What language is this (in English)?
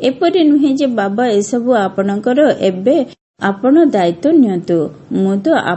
Odia